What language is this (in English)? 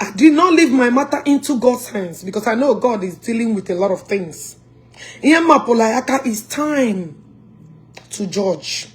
Igbo